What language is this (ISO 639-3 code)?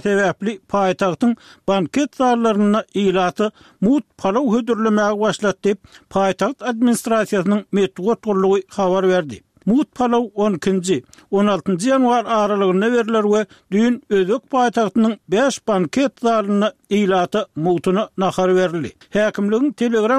tuk